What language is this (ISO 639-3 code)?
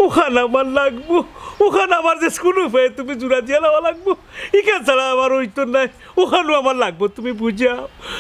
syl